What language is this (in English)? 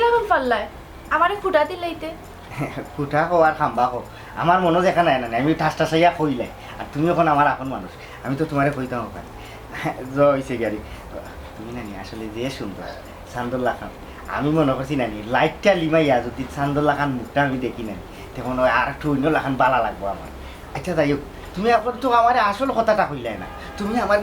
Sylheti